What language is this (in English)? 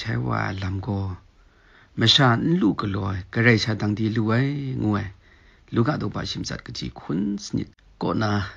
Kachin